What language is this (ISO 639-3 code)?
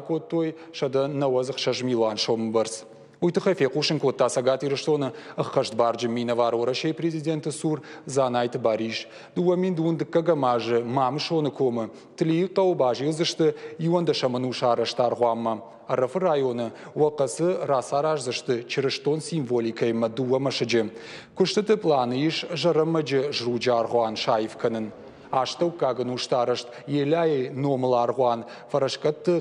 oss